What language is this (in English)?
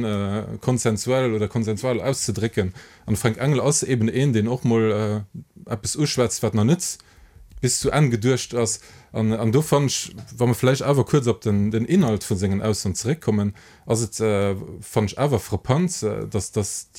Luxembourgish